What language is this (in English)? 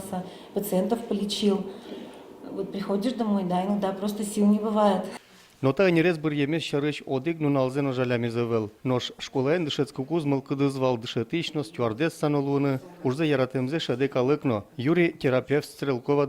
Udmurt